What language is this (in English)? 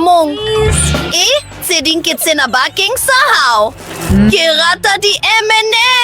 Southern Sotho